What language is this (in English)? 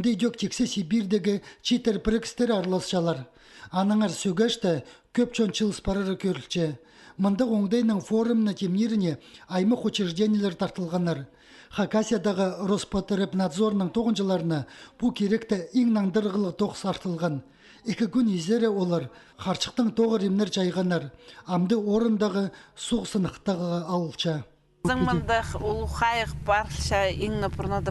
Khakas